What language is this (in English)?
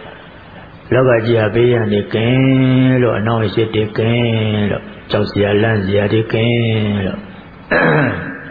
Burmese